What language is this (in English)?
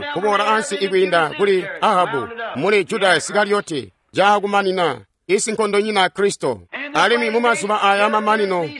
Tonga (Zambia)